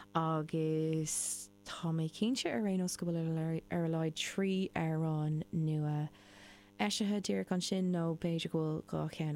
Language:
Irish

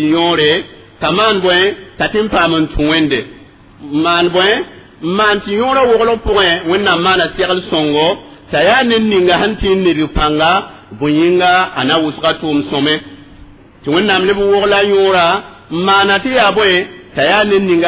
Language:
Mossi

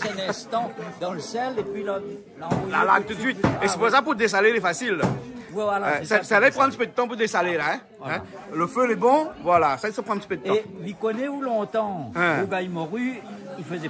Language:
Réunion Creole French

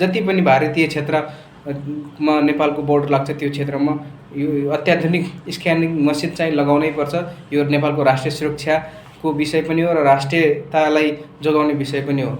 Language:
Nepali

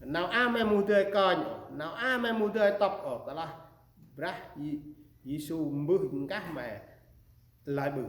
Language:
Central Mnong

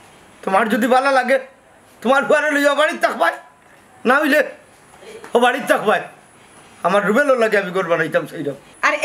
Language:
Sylheti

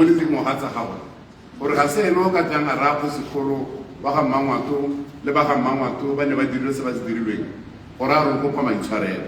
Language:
Tswana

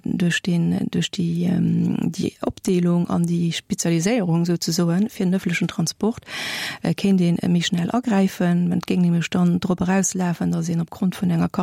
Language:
Luxembourgish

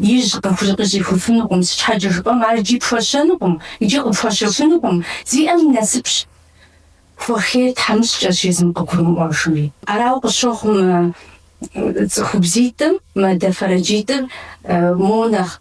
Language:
Kabardian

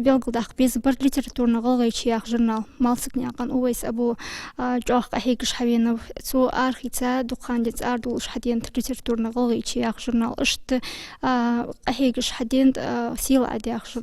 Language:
Ingush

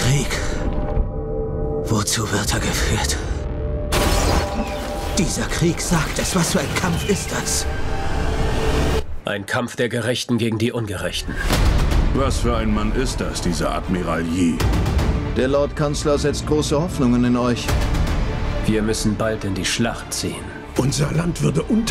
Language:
German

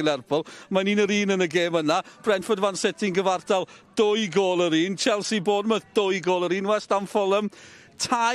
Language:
Welsh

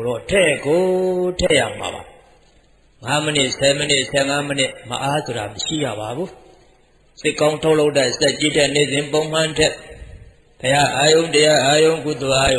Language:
Burmese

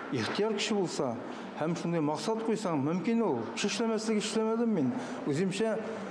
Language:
Tatar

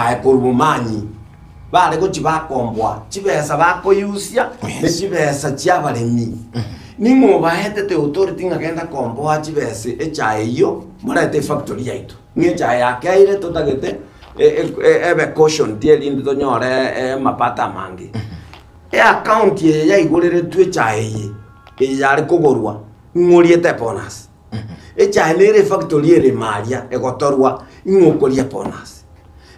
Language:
Gusii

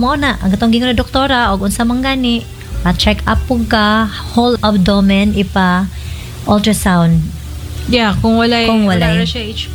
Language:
Cebuano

